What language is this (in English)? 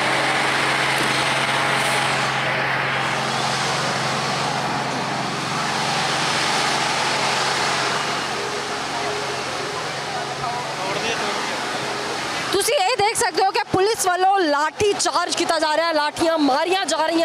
Punjabi